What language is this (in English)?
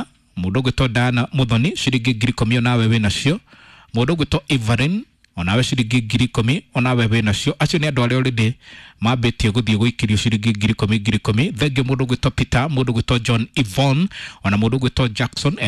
Kikuyu